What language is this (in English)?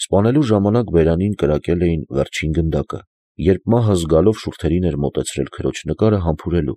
Armenian